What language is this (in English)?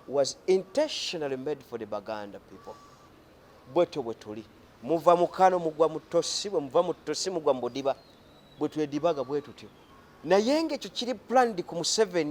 Ganda